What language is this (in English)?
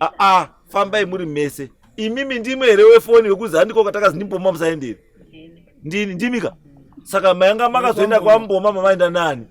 Shona